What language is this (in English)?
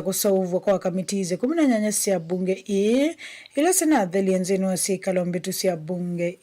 Kamba